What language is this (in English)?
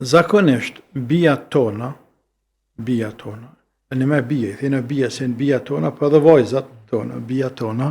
Albanian